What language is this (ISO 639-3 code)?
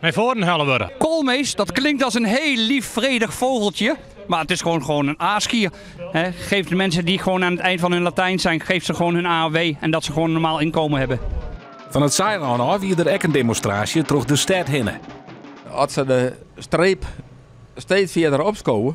fry